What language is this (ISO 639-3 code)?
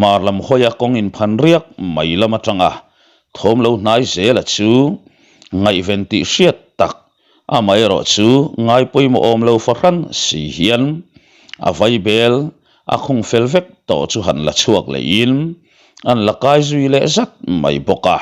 lus